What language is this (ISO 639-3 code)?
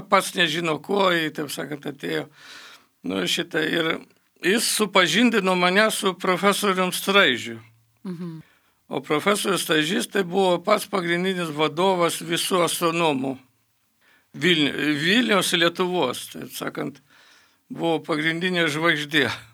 lit